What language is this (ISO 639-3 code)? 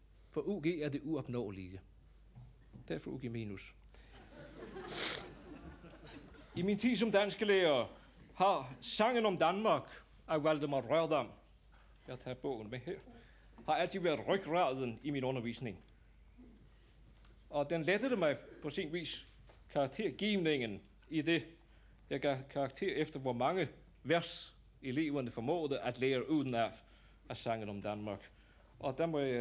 dan